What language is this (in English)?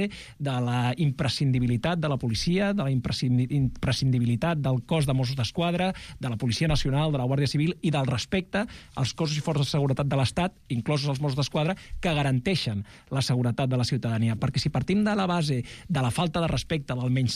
Catalan